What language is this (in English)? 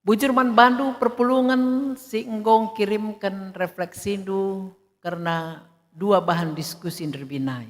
Batak Karo